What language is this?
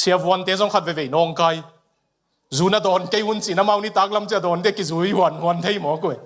Tedim Chin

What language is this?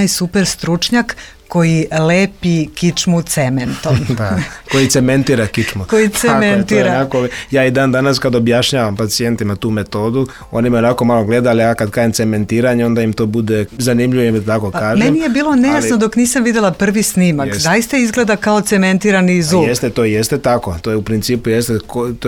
Serbian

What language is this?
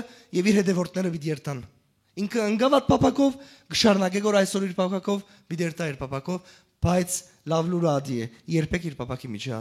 Western Armenian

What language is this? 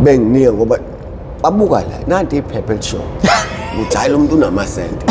Zulu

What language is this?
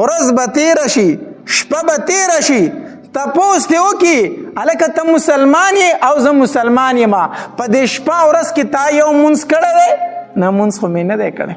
Pashto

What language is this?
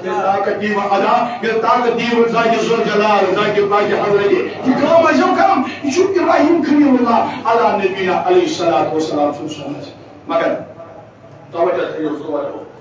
Kashmiri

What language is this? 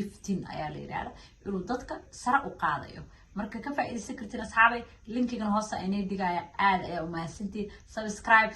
Somali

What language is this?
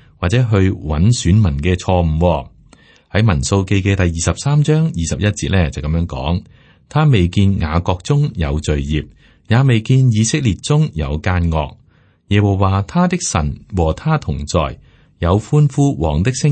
Cantonese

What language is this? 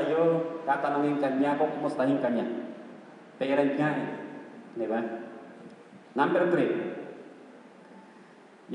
Filipino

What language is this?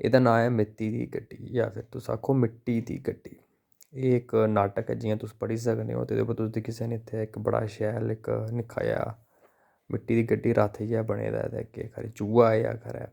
Dogri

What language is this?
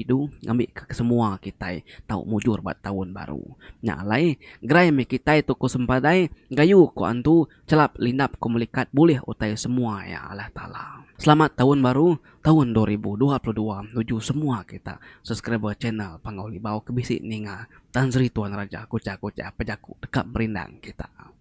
Iban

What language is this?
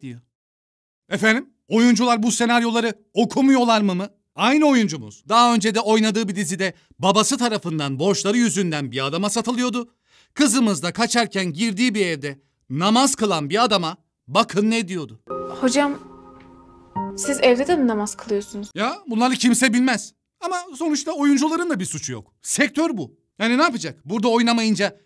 Turkish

